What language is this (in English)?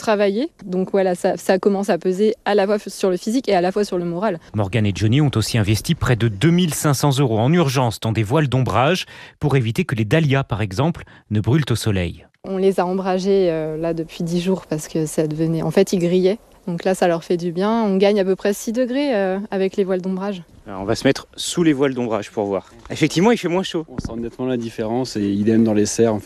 French